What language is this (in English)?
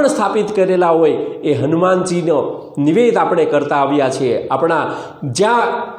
Gujarati